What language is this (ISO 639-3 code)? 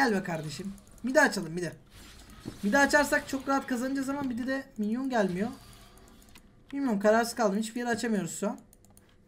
tur